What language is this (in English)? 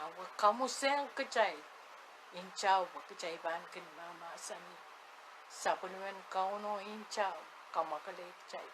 Pohnpeian